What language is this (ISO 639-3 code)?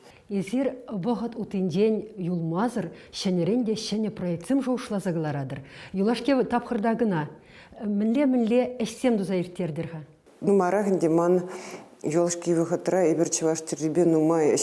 chv